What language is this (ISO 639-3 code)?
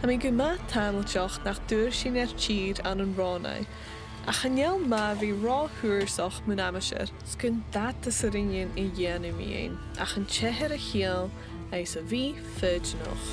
gla